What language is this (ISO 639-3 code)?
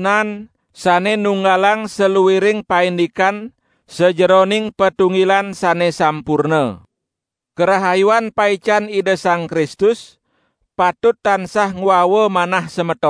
ban